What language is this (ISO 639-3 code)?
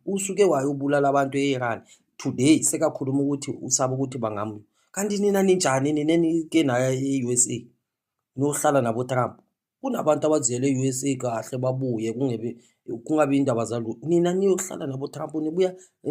zul